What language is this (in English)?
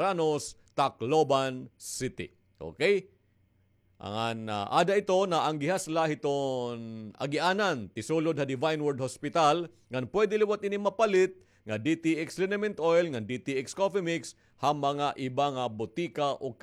Waray